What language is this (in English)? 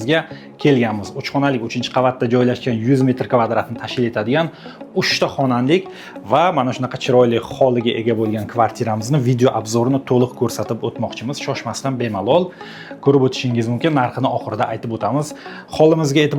Uzbek